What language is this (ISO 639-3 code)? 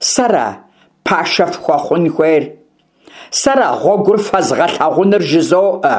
kbd